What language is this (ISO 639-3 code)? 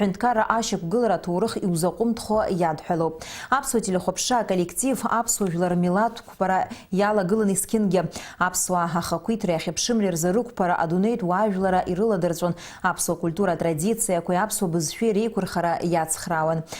abk